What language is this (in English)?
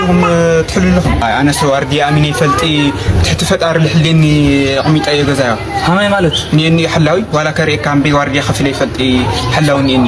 Tigrinya